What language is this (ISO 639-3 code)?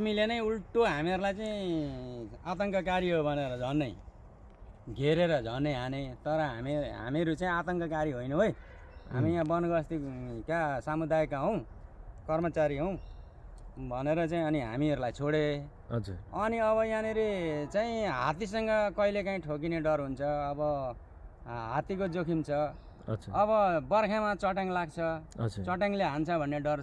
nep